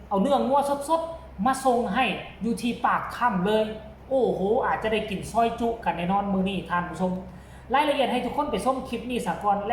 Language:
Northeastern Thai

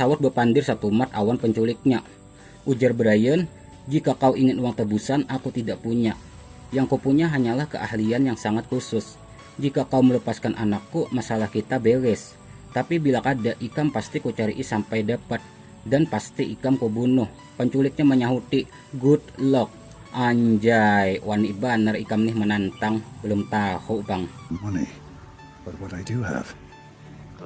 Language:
Banjar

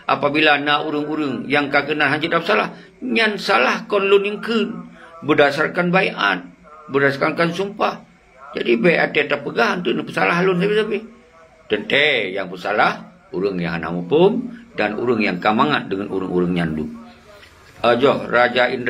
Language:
Achinese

